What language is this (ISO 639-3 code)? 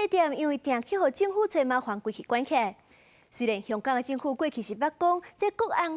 nan